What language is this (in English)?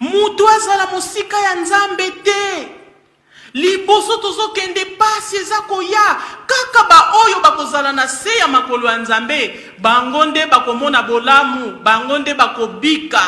Lingala